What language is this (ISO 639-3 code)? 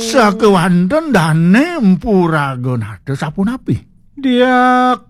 ban